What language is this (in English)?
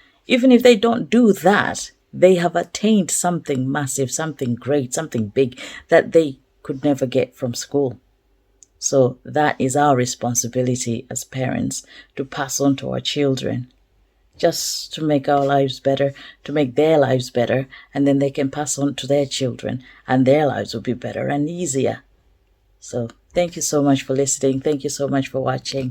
English